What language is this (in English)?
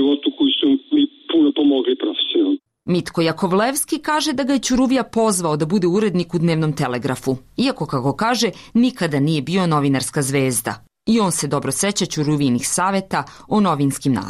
Serbian